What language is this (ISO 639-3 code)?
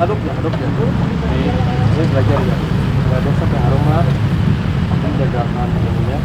bjn